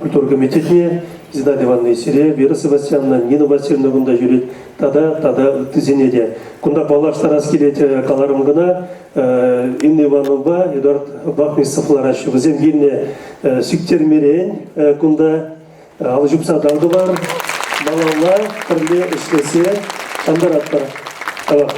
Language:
Chuvash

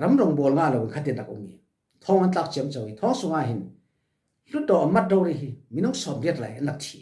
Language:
Falam Chin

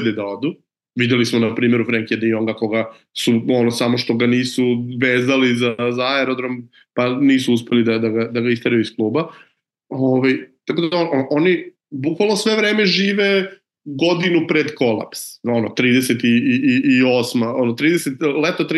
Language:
Serbian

